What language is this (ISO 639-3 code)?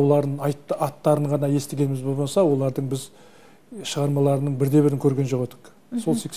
kaz